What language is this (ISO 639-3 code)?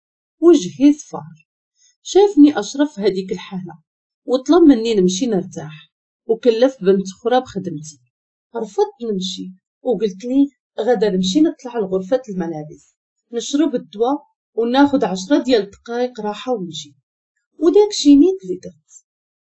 ary